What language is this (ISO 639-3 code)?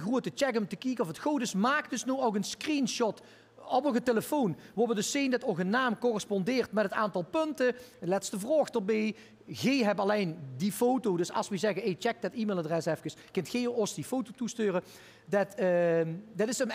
lim